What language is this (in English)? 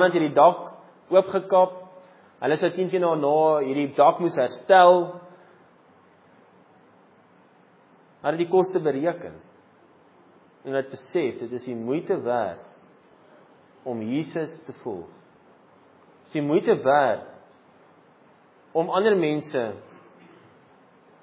Afrikaans